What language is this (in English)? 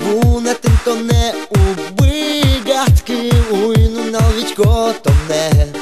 Udmurt